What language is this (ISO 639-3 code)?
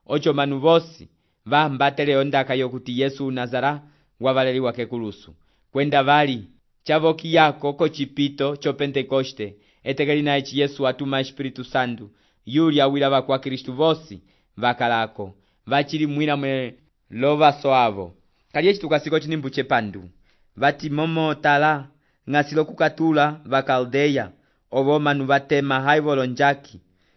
umb